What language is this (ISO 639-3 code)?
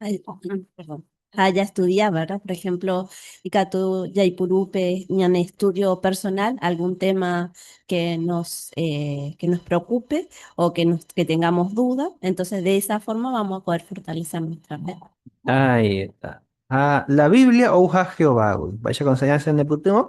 grn